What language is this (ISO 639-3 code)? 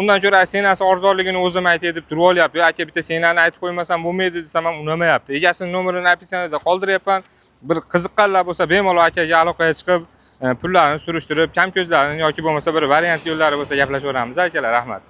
uzb